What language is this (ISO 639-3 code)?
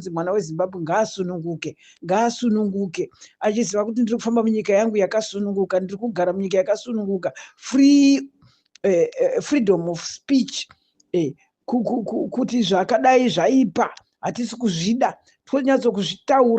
sna